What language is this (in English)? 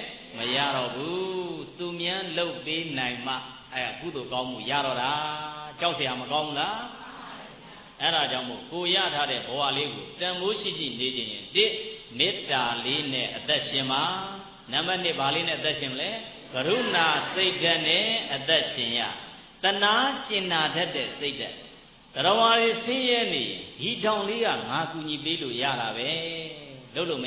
Burmese